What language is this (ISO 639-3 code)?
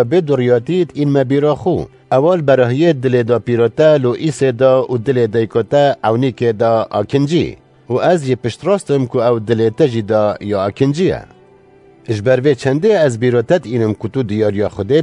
kur